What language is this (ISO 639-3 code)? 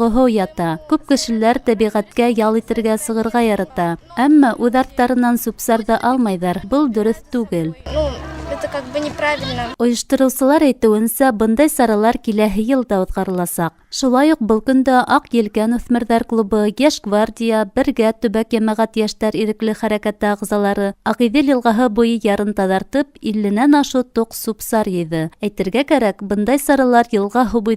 bak